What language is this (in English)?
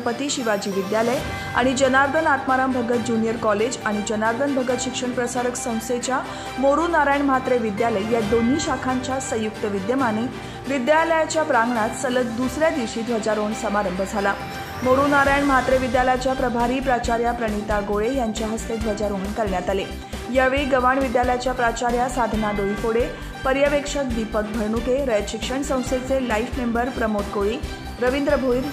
Marathi